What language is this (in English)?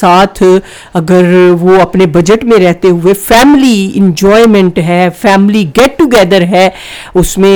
Urdu